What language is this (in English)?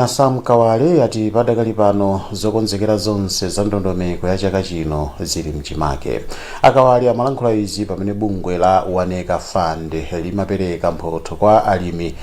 Nyanja